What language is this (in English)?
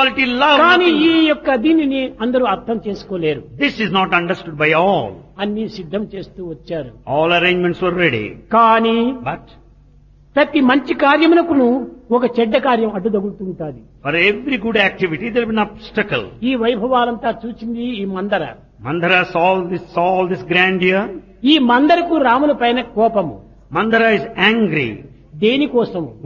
Telugu